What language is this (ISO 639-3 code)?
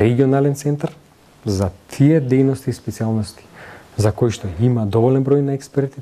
mkd